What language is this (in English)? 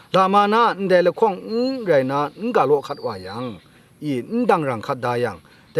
Kachin